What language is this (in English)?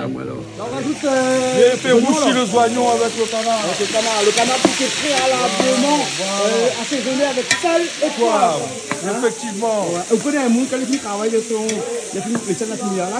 Réunion Creole French